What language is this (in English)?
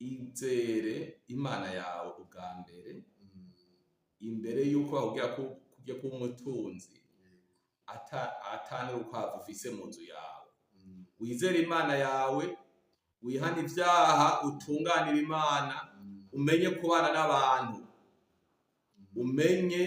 Rundi